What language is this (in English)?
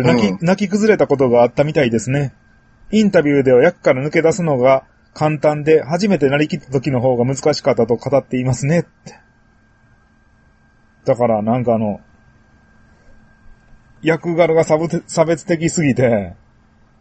Japanese